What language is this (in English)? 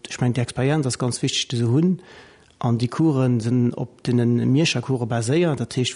Luxembourgish